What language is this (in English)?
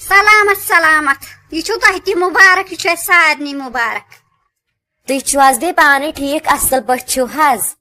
Kashmiri